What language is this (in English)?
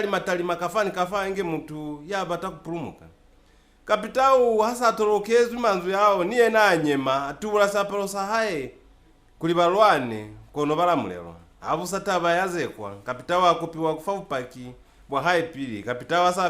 Lozi